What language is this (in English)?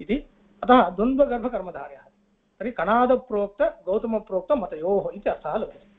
Sanskrit